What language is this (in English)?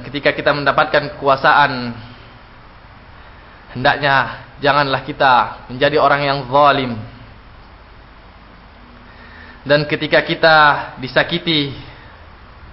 Indonesian